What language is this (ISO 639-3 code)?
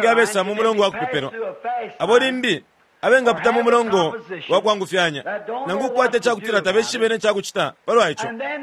bem